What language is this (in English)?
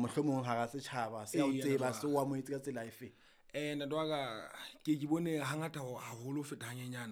Southern Sotho